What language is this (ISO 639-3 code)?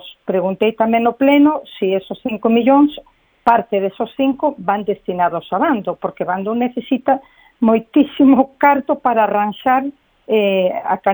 glg